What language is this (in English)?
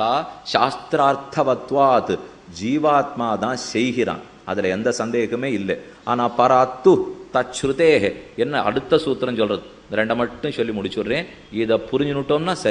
Tamil